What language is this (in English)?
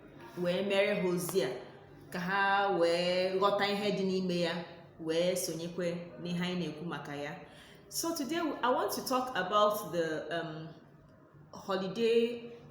Igbo